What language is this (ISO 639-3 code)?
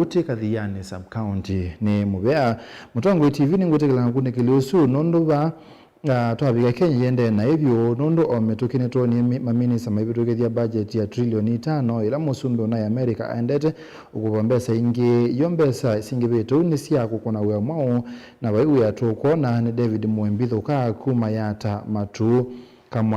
kam